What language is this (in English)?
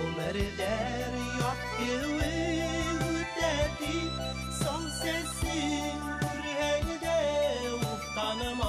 Bashkir